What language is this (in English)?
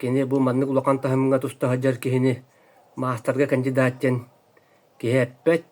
Yakut